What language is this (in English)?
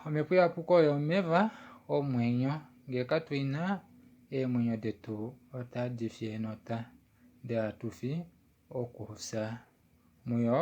Kuanyama